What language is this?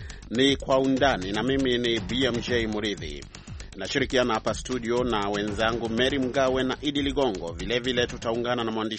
Swahili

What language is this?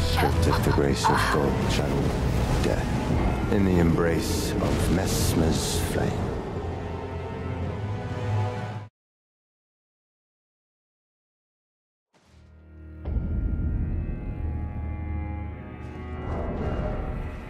English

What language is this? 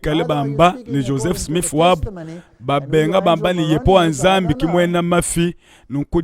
Luba-Lulua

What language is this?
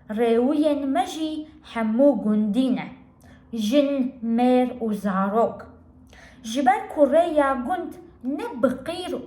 Kurdish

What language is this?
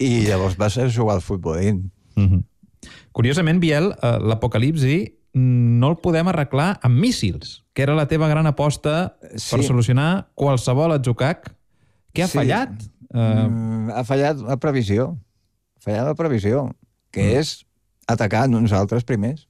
Catalan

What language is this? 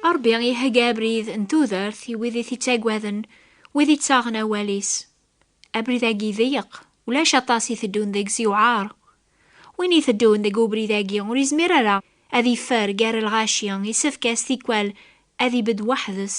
Kabyle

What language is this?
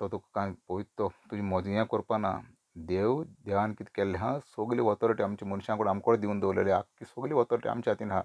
Konkani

